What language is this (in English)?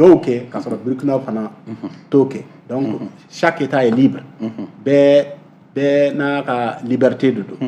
Bambara